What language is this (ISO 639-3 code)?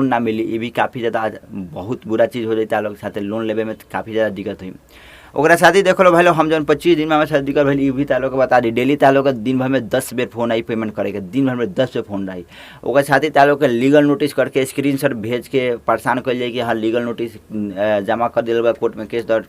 bho